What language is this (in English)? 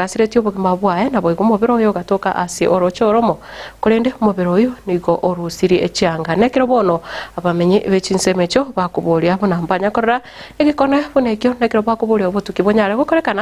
Gusii